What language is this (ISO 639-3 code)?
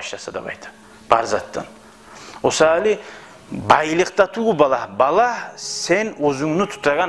kum